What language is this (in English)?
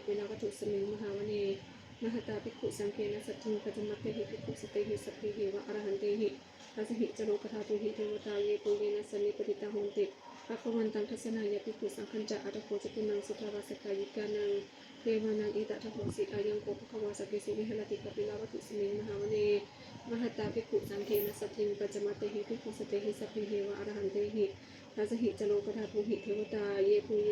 Pali